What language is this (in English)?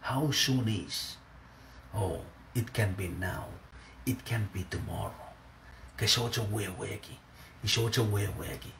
Pohnpeian